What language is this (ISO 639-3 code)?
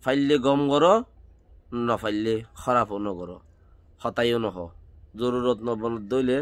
rhg